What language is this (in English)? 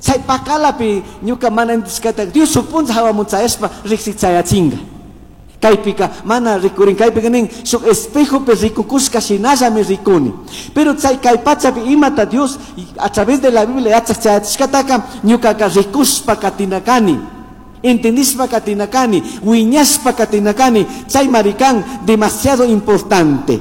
Chimborazo Highland Quichua